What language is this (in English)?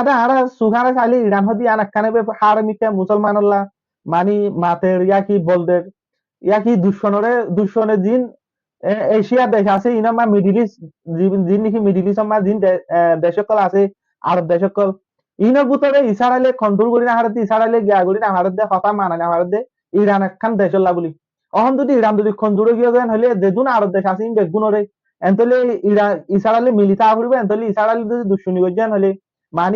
Rohingya